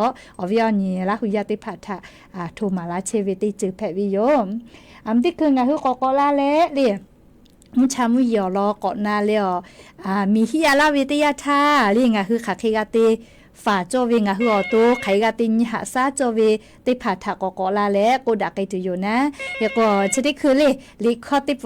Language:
Lahu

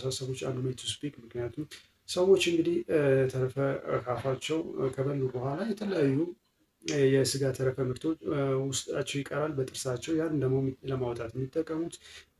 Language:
Amharic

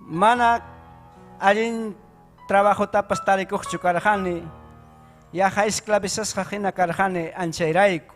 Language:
Ayacucho Quechua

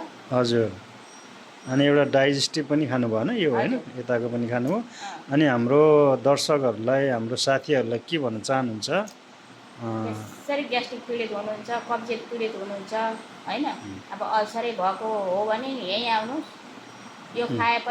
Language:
Nepali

